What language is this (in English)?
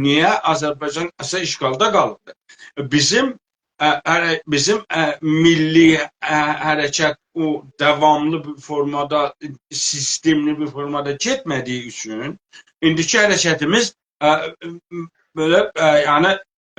South Azerbaijani